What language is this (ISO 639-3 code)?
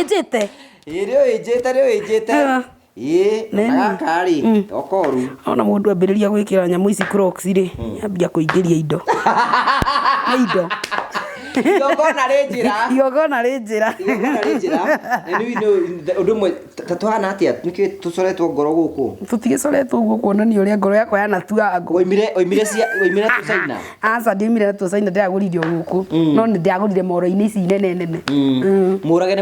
kik